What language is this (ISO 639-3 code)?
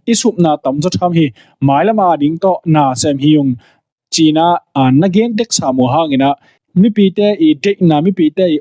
ctd